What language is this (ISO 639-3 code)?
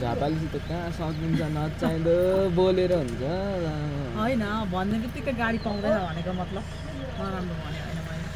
nep